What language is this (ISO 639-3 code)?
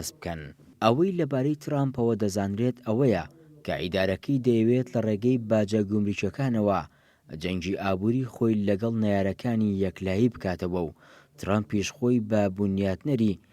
ckb